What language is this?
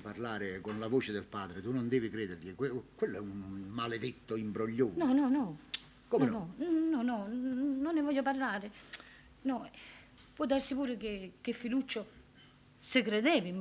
Neapolitan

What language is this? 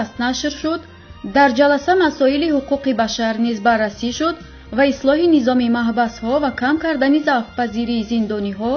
Tajik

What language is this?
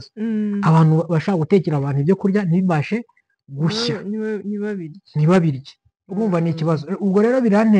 Kinyarwanda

